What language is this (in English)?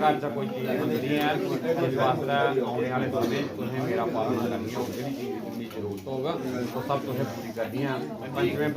Dogri